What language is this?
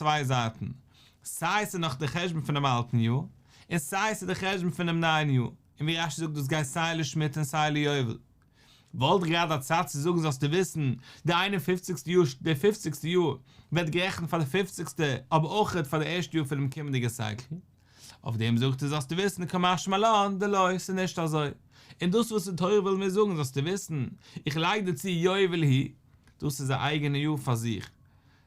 Yiddish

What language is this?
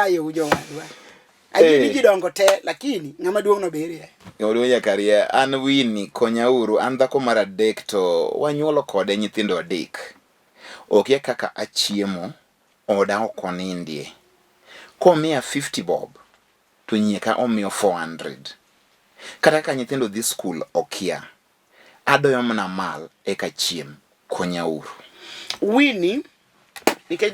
Luo (Kenya and Tanzania)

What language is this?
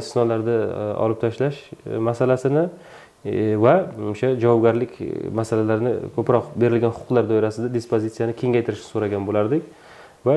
Uzbek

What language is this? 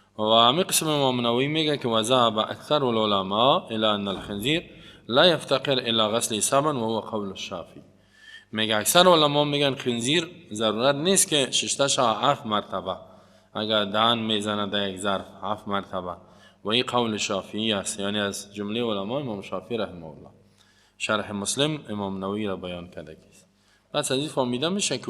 Persian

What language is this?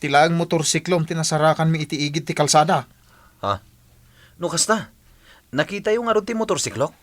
Iloko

